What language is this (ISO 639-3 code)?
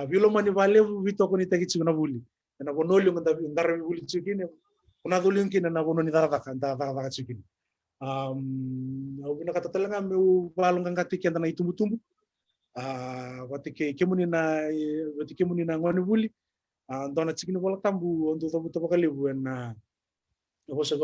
fij